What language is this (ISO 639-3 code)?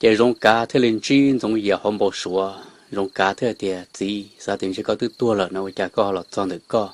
hmn